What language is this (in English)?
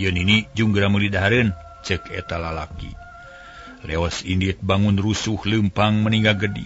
Sundanese